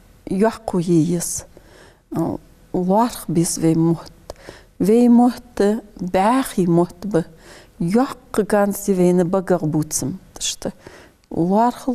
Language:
Ingush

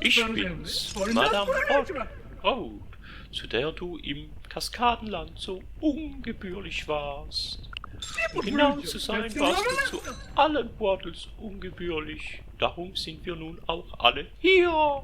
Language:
Swiss German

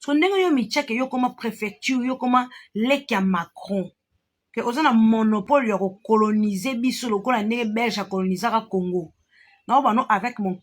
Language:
Lingala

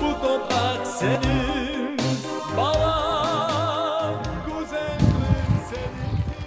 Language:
Crimean Tatar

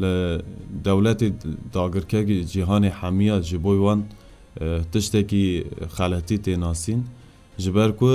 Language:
Kurdish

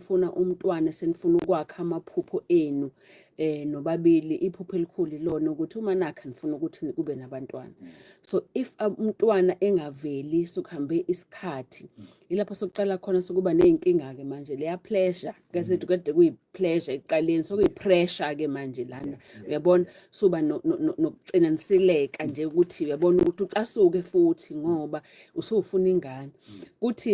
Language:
Zulu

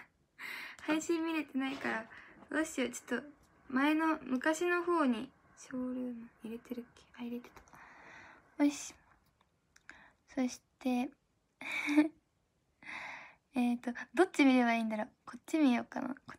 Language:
Japanese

